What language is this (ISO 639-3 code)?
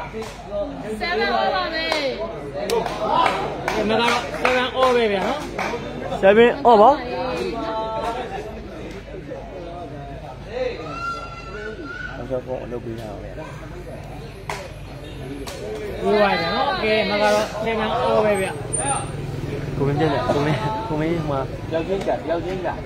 mya